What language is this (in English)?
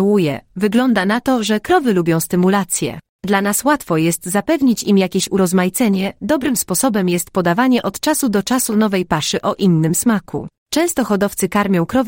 Polish